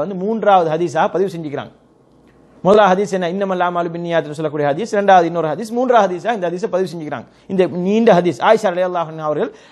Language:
Tamil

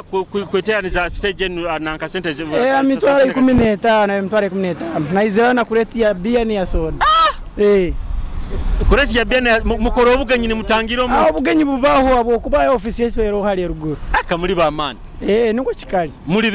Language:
Nyoro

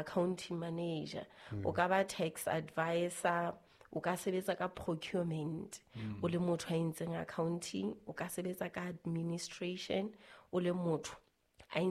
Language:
Southern Sotho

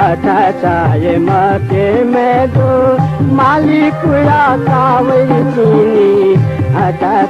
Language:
Newari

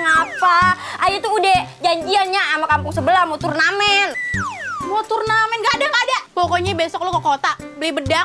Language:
Betawi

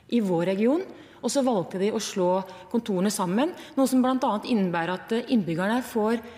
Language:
Norwegian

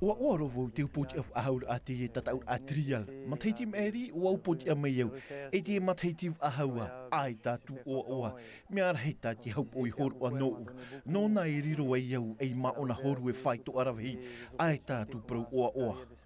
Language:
Tahitian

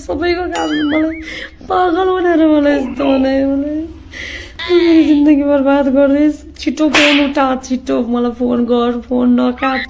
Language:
Nepali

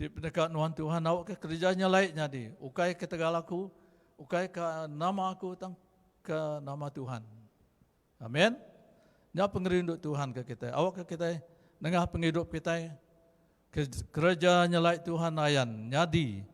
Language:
Iban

